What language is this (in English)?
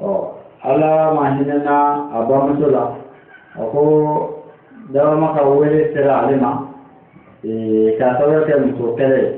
Bambara